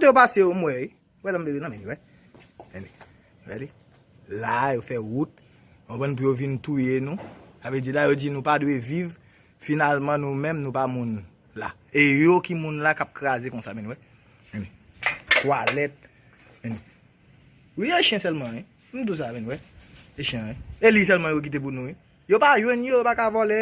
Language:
Haitian Creole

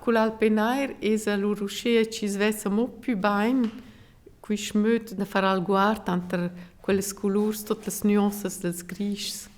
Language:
Romansh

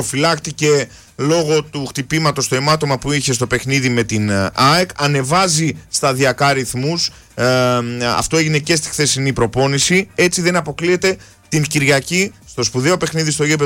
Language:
Greek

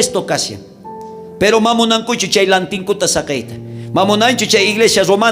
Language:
South Bolivian Quechua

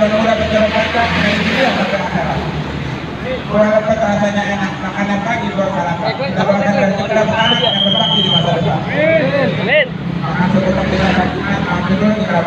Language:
Betawi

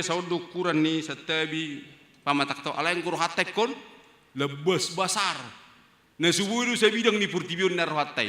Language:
Batak Toba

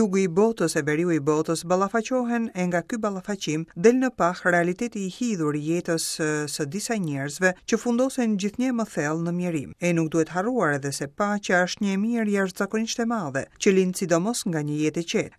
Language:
Albanian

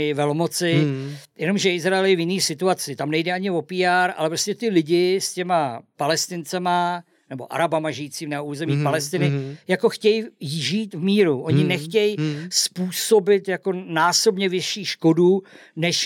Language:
Czech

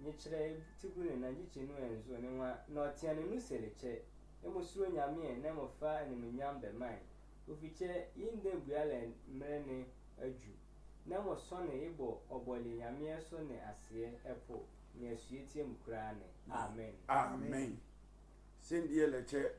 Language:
Sehwi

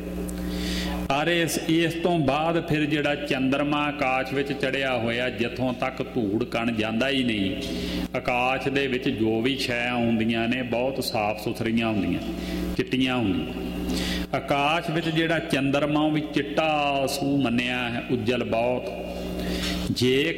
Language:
Punjabi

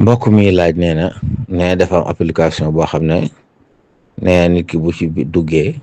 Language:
Wolof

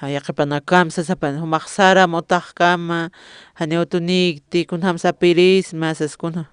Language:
Aymara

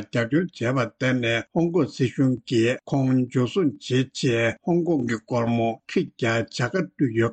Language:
Tibetan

